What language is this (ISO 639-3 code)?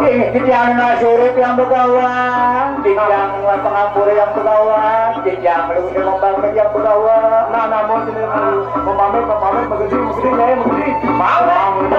ban